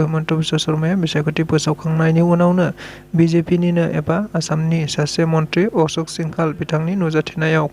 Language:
Bodo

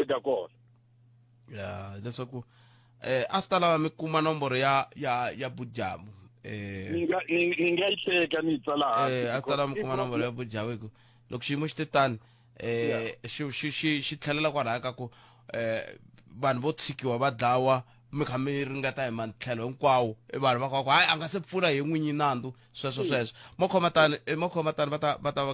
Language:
Tsonga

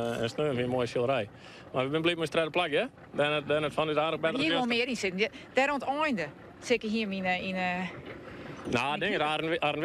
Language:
Western Frisian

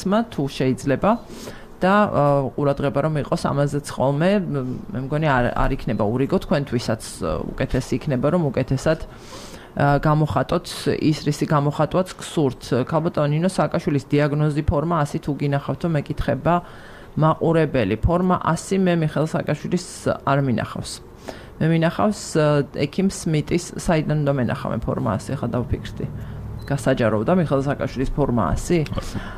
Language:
Georgian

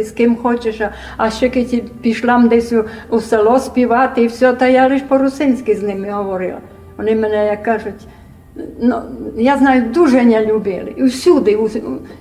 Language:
Rusyn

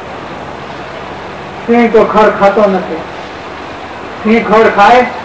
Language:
Gujarati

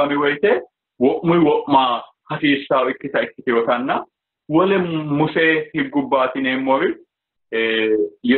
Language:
Sidamo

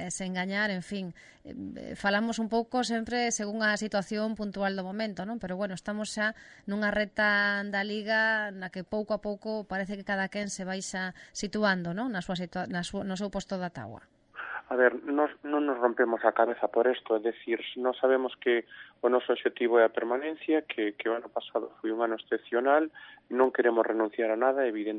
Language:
Galician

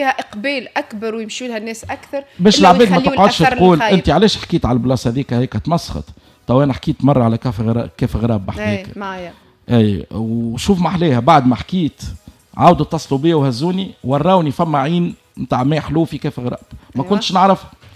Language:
Tunisian Arabic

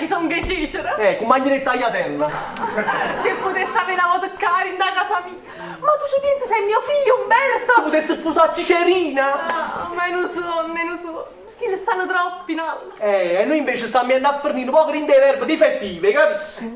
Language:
Neapolitan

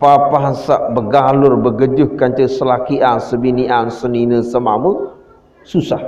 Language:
Sasak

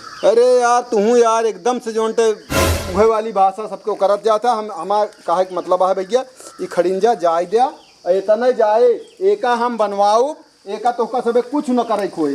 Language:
Awadhi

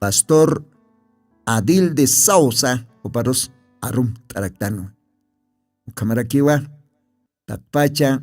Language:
Aymara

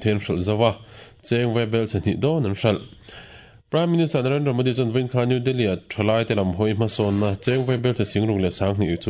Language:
Mizo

